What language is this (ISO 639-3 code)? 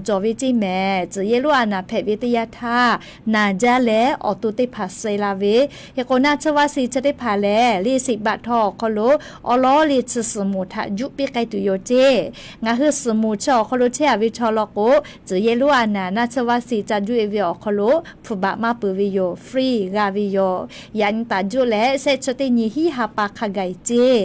lhu